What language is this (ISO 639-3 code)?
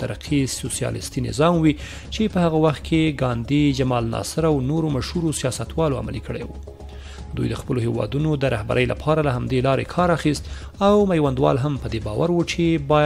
pus